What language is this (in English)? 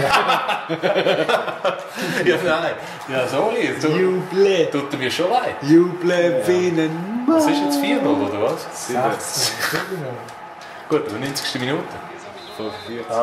Swiss German